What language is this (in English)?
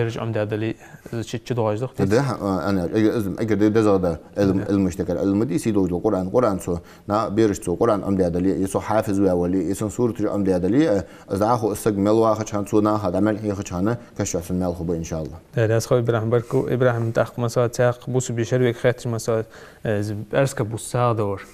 Ingush